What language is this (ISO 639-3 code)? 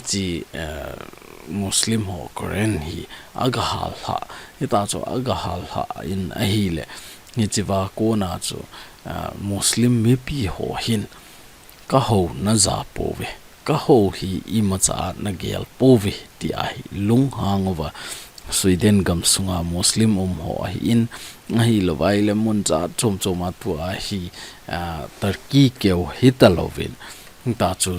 tcz